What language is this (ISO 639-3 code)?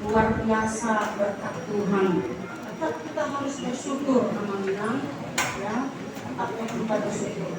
bbc